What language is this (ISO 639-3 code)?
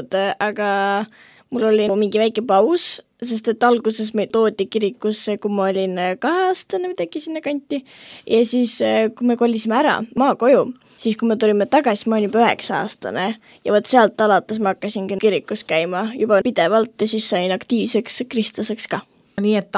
est